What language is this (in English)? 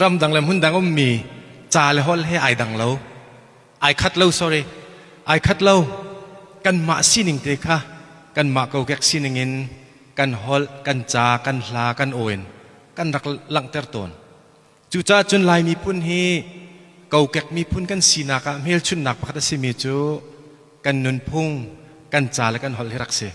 Hakha Chin